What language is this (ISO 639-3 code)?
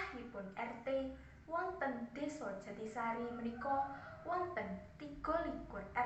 jav